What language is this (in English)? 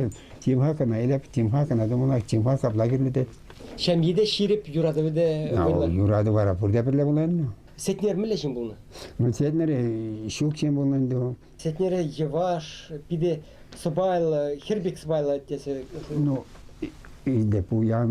Chuvash